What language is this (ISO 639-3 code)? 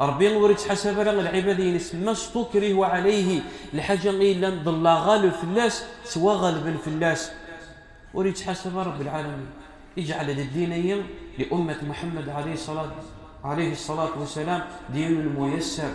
kab